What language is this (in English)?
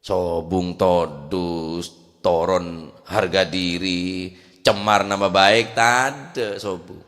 Madurese